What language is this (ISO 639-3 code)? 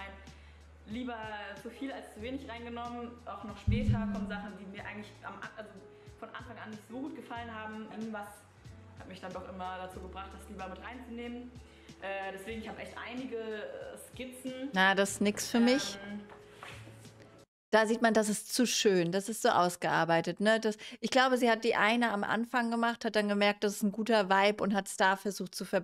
deu